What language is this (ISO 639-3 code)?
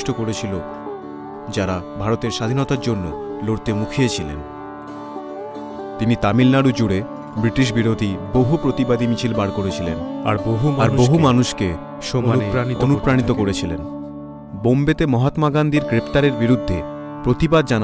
ben